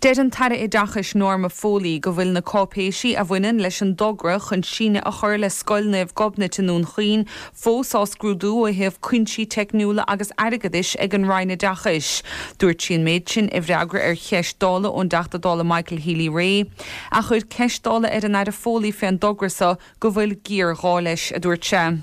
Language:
Irish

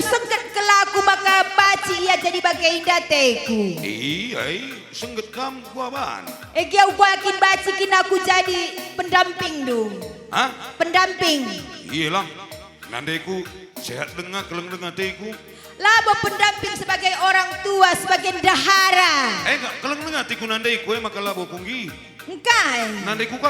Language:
Batak Karo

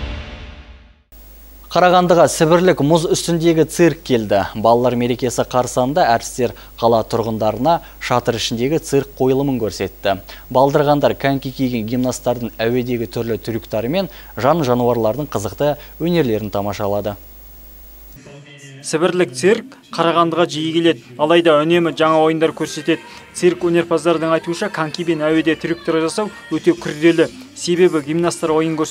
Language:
Kazakh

